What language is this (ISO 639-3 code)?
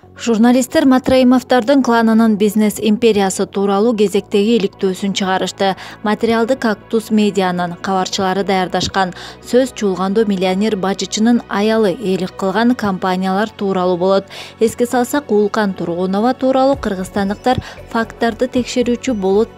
kir